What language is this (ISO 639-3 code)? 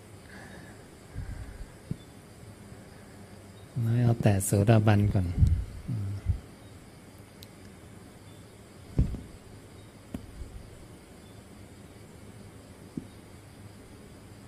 tha